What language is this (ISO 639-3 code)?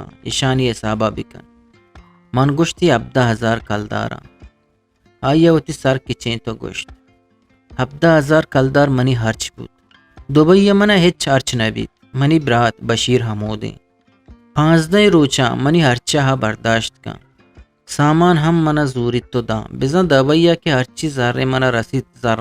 bgp